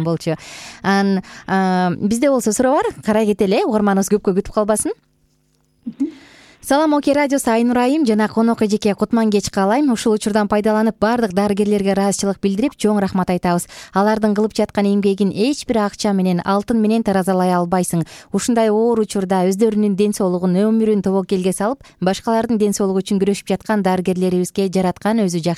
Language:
Kyrgyz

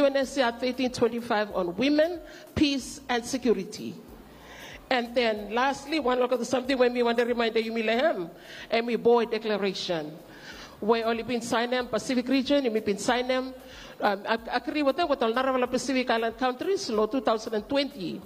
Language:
Bislama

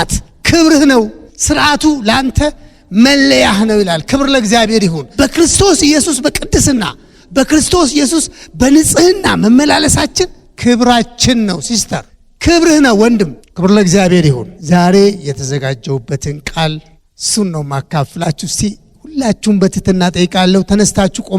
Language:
Amharic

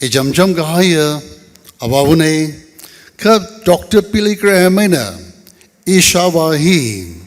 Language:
Tangkhul Naga (India)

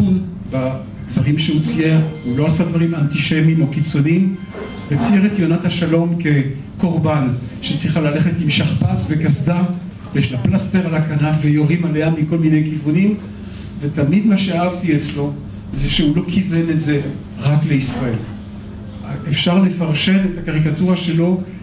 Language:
Hebrew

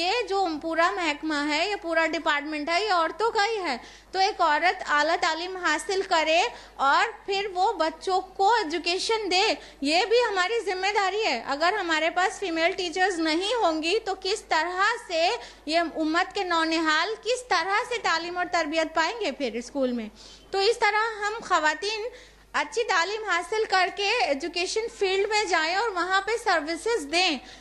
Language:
Urdu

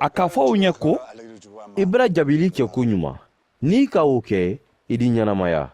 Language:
Mandingo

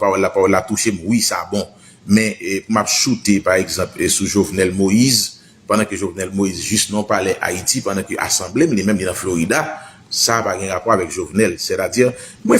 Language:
Haitian Creole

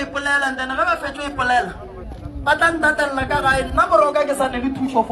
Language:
Northern Sotho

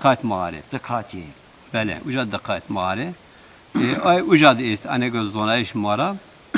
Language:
Zaza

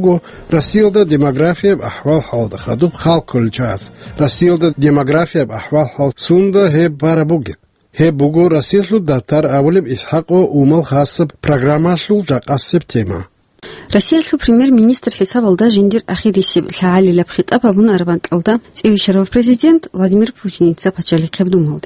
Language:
Avaric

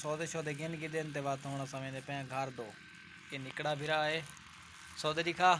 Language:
Saraiki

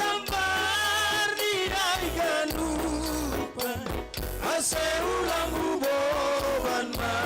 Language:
Batak Simalungun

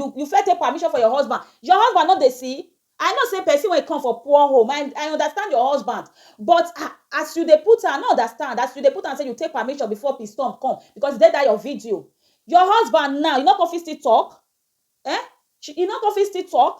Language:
Nigerian Pidgin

